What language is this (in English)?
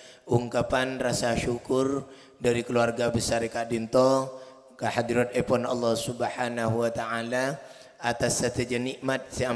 Madurese